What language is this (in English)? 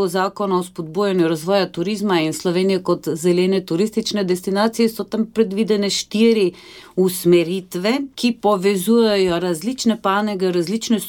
Slovenian